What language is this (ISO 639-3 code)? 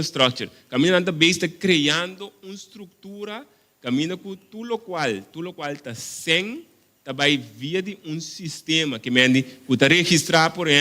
pap